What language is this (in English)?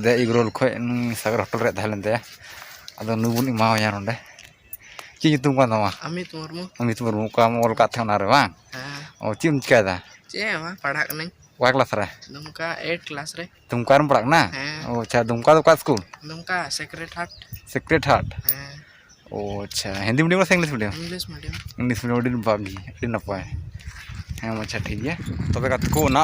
Santali